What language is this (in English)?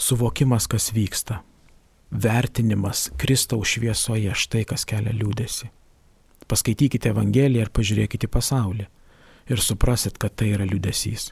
Lithuanian